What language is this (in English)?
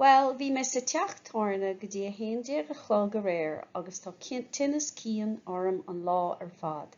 Irish